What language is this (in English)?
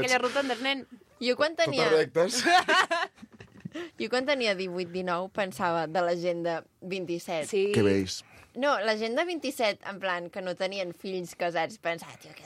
Catalan